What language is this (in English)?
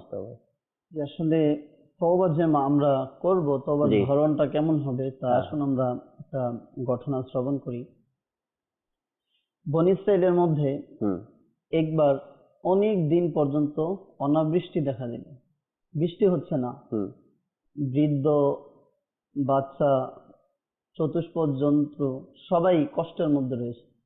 Bangla